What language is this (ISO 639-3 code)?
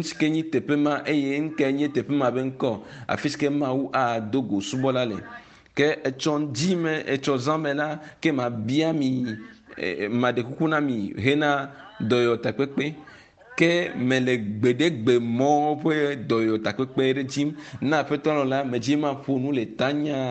ewe